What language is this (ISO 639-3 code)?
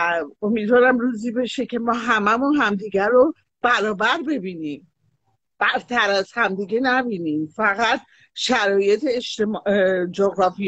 fas